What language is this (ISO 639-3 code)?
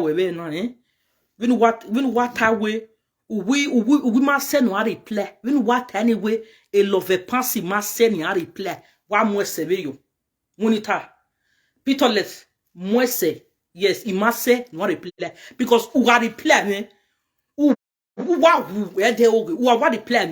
pcm